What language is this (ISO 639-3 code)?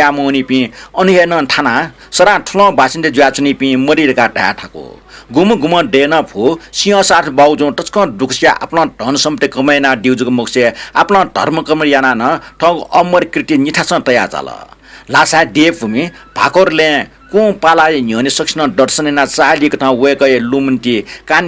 new